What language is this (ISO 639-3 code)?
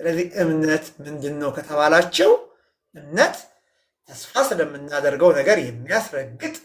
amh